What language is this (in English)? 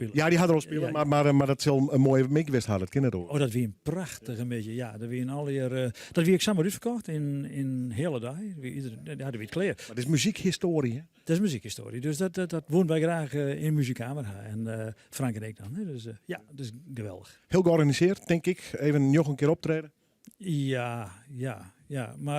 Western Frisian